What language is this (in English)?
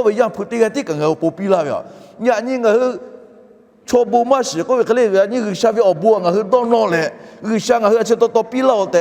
Lahu